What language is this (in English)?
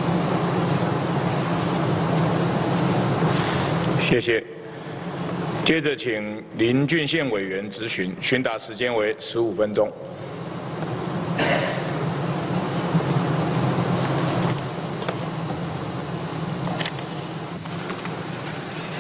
Chinese